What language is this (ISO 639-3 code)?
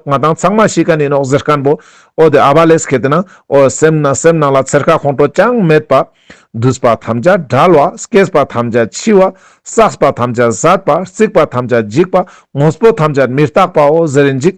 lbj